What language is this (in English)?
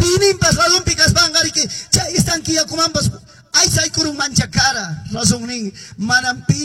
Quechua